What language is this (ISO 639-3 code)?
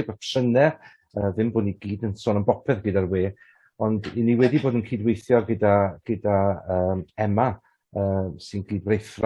cym